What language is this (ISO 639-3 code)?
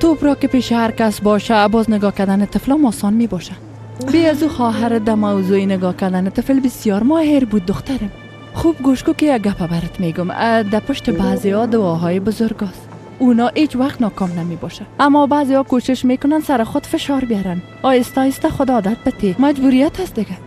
fas